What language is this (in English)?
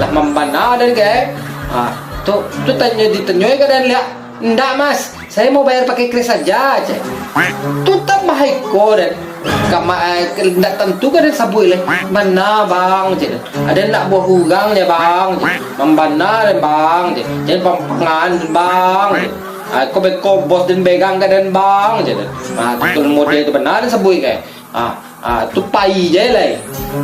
Minangkabau